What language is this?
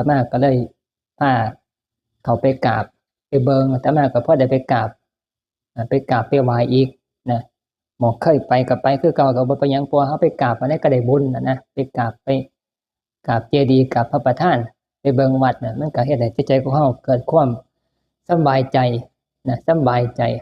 Northeastern Thai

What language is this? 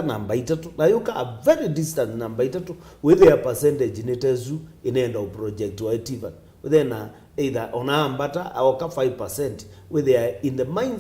Kamba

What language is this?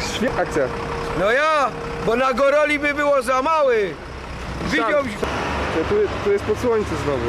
Silesian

